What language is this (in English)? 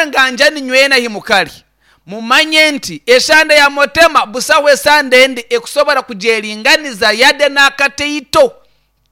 Nyankole